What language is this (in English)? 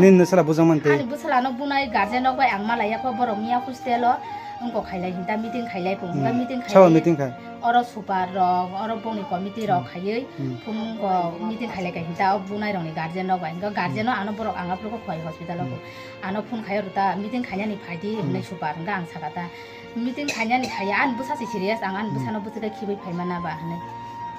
Kok Borok